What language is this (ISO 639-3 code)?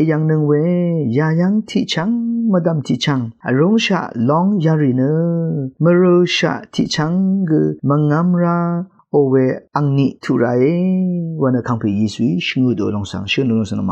raw